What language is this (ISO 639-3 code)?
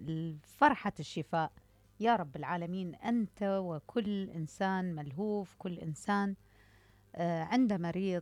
acm